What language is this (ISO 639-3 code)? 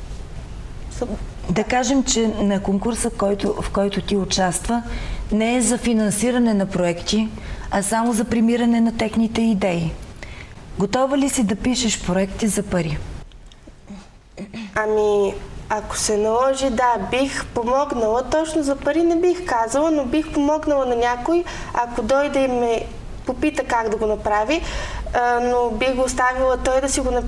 bul